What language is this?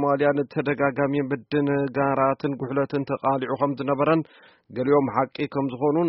Tigrinya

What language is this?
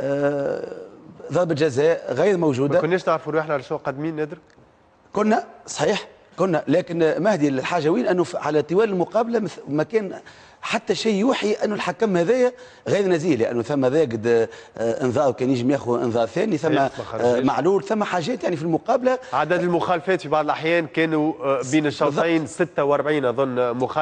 Tunisian Arabic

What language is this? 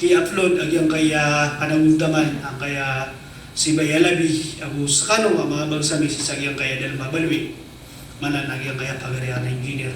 Maranao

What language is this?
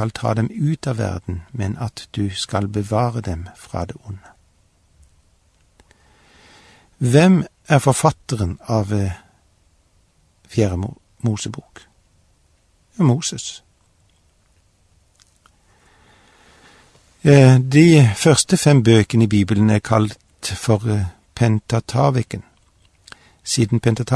Norwegian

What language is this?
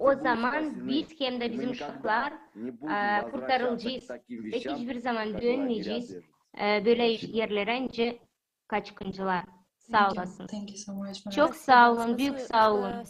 Gagauz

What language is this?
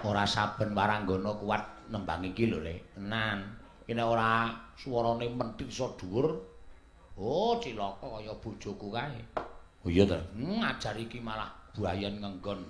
Javanese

